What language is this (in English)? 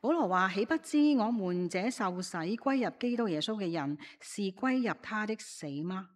Cantonese